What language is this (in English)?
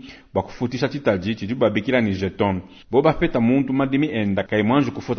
Luba-Lulua